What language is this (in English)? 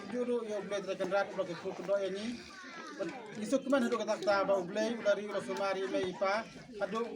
Khasi